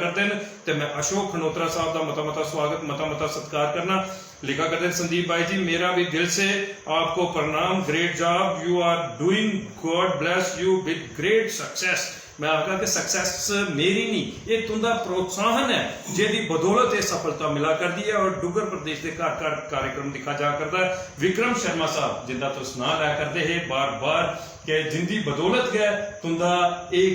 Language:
Dogri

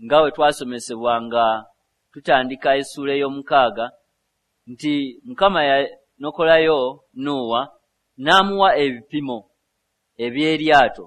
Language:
Ganda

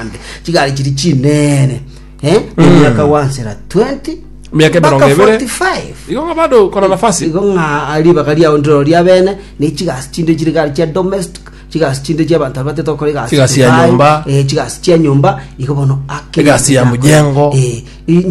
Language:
Gusii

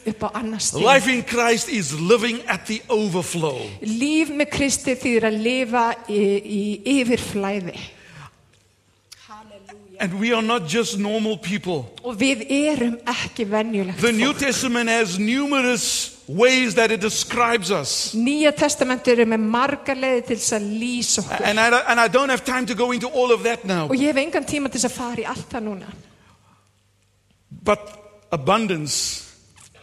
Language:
Icelandic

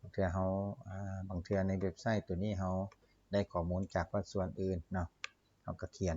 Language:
Lao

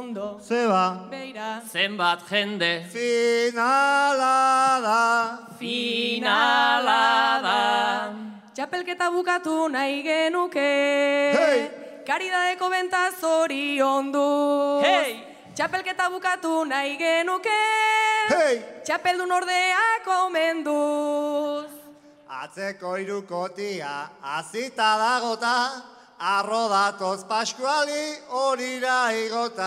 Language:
Basque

